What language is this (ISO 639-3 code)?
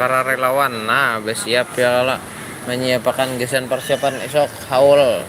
bjn